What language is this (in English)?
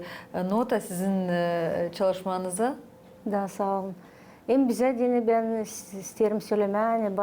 Gagauz